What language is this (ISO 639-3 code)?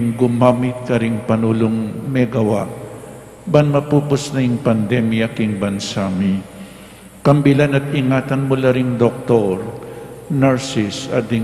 pam